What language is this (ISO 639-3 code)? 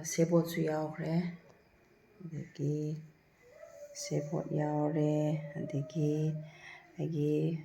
mni